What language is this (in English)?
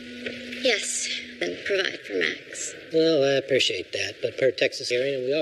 English